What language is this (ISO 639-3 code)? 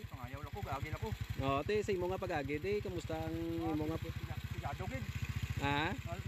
hil